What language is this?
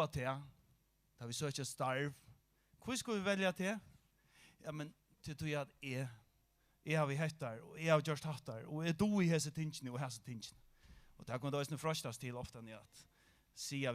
Faroese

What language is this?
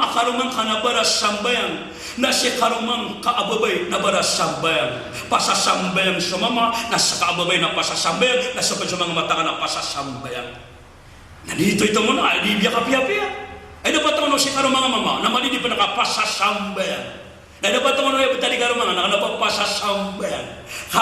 Maranao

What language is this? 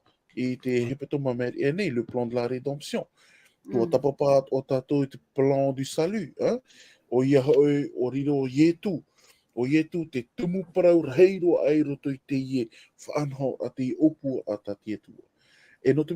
Tahitian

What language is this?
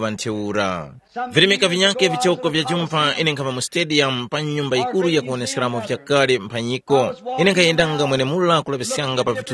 Tumbuka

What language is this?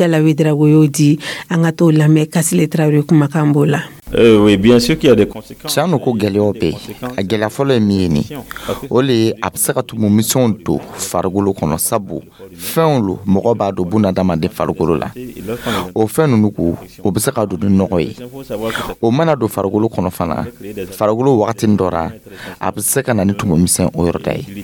Dyula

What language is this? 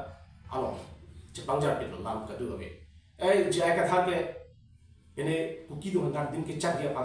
Karbi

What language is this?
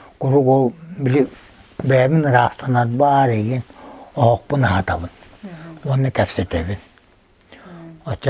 Yakut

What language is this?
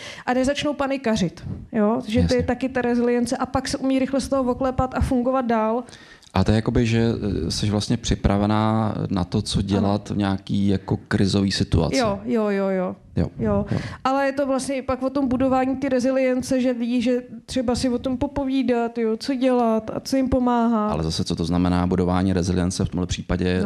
Czech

